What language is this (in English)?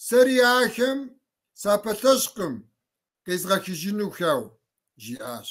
Kabardian